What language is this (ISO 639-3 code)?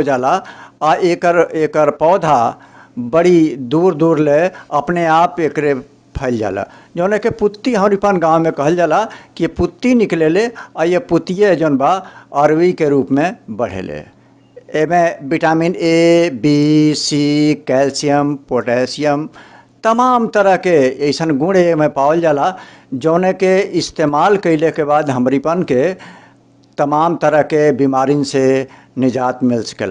bho